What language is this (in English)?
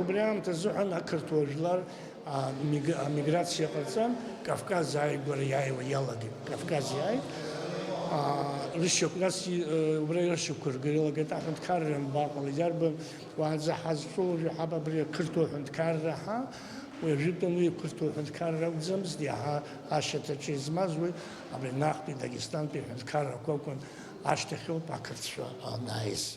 Abkhazian